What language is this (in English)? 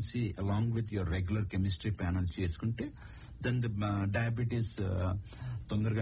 Telugu